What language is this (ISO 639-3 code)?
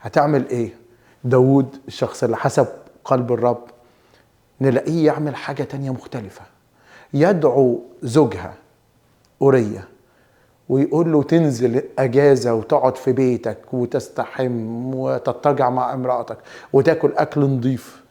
arz